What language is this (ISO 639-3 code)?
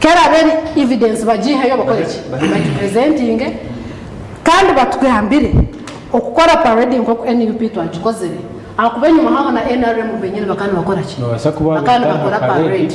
nyn